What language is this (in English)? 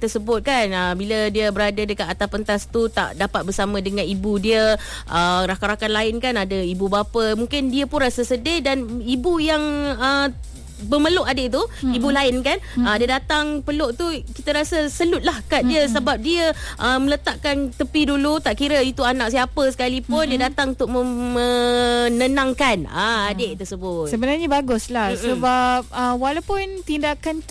Malay